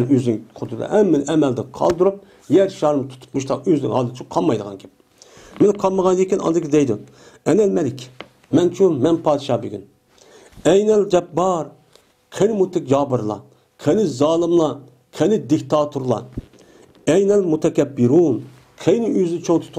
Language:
Uyghur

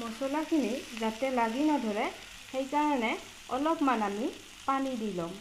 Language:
Assamese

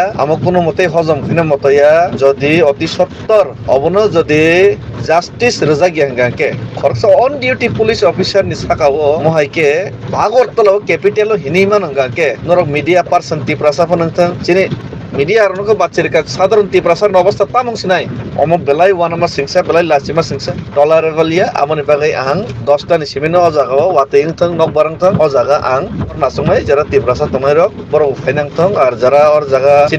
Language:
Kok Borok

